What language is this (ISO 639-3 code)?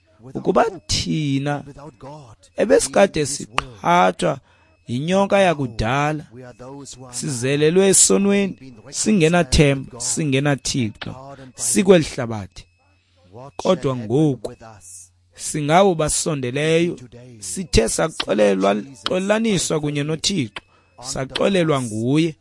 xho